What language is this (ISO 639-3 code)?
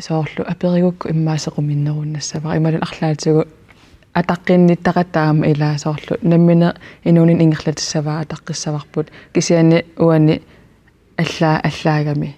kal